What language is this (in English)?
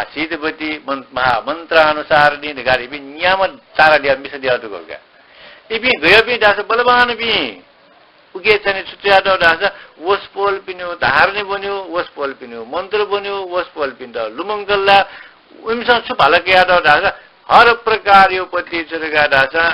Newari